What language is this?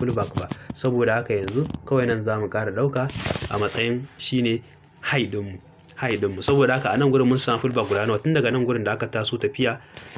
Hausa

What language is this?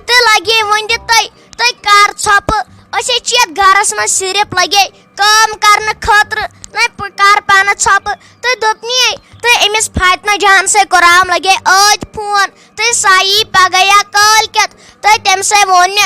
Kashmiri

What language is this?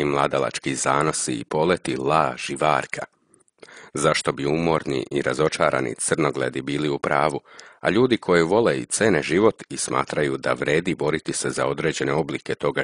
Serbian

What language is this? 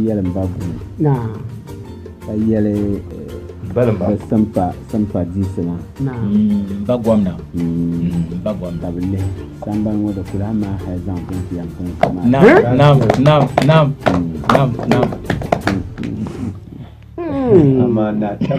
Dagbani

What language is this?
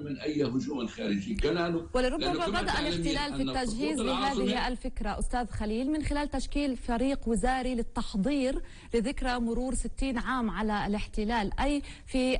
Arabic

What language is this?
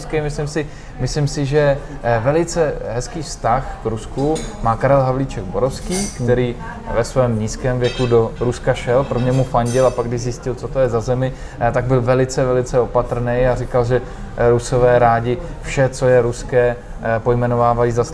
Czech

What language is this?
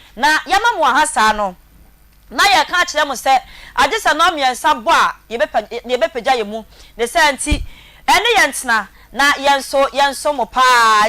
Akan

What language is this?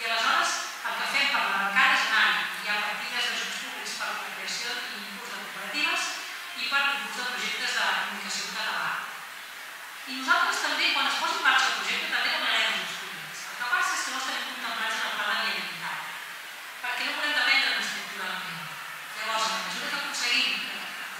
Catalan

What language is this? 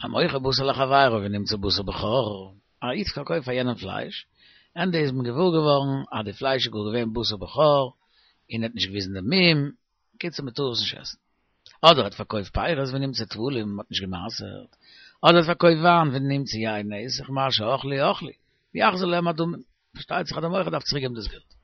Yiddish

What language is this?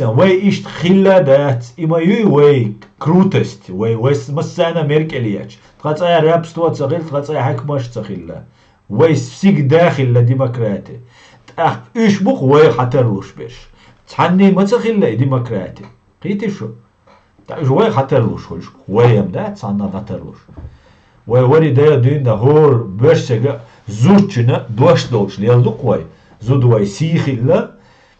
Chechen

